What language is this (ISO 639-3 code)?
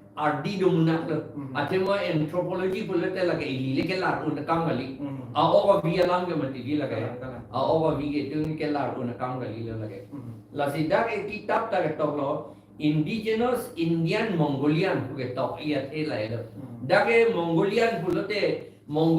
mjw